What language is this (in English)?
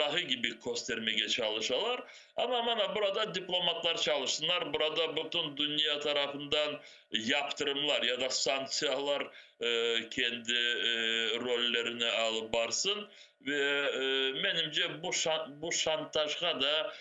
Crimean Tatar